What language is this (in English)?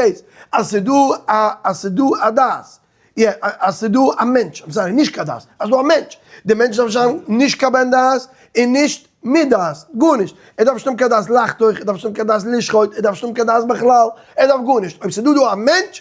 Yiddish